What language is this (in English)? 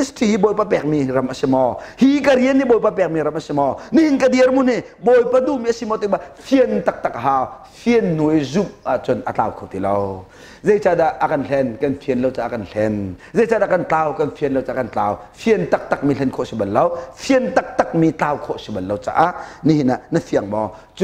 Hakha Chin